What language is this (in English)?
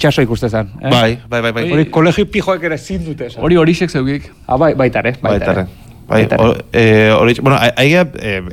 Basque